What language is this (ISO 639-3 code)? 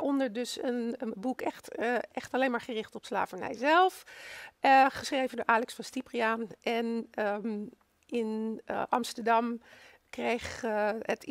nld